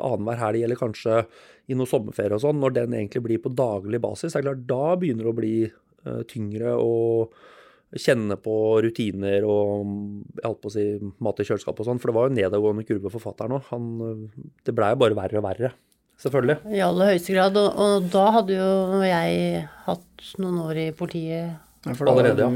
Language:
Norwegian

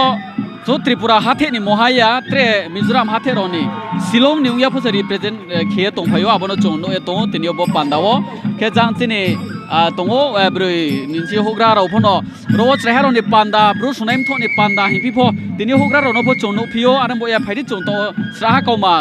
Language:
Riang (India)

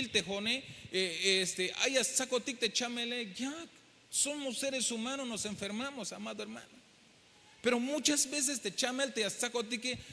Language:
Tzeltal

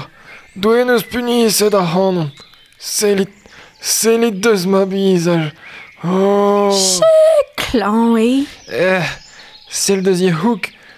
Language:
Breton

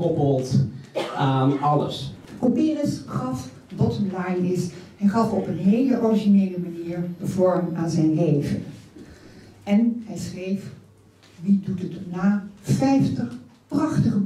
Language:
Dutch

